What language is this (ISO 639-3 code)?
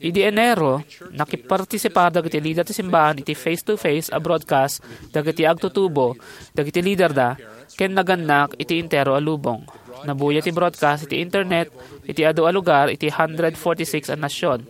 ilo